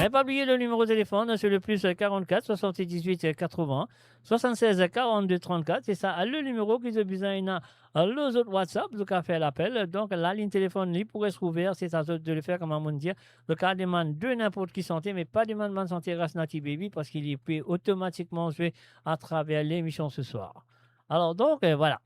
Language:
Morisyen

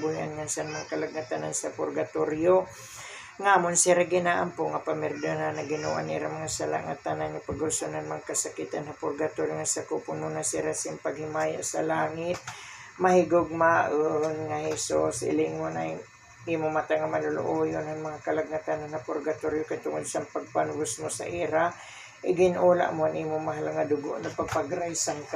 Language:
Waray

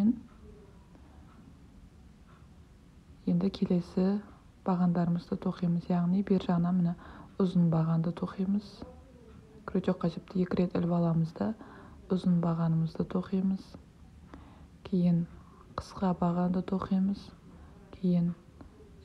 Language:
Kazakh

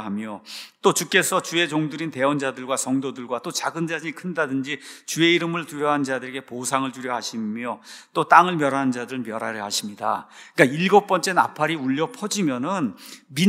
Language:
Korean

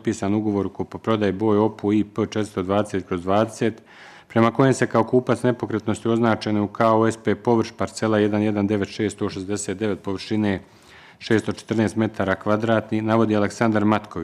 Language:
Bosnian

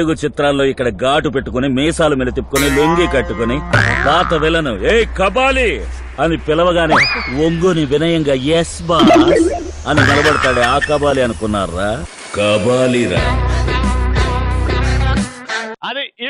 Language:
Telugu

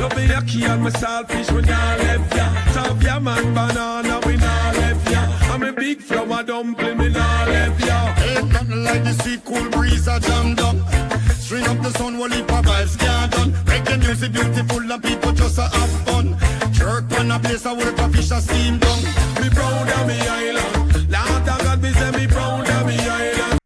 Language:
Jamaican Creole English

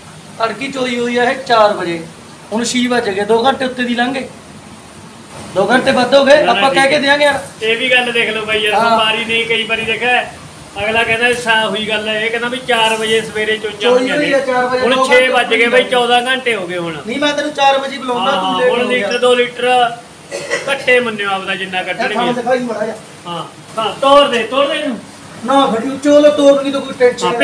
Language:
Punjabi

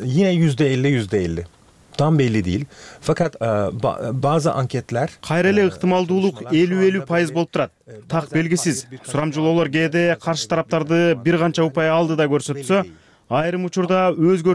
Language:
Kyrgyz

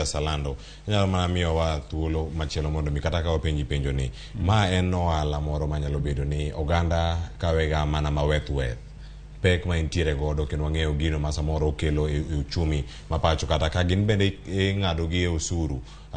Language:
Luo (Kenya and Tanzania)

